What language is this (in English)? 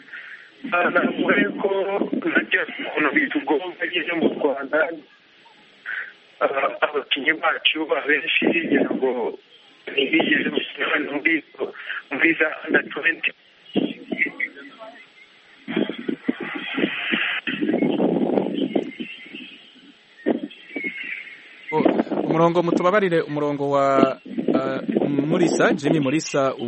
Kinyarwanda